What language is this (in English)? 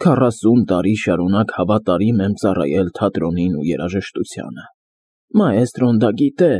Armenian